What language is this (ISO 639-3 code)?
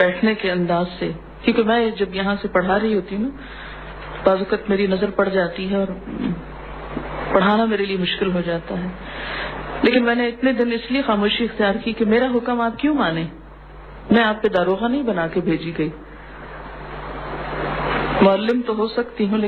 urd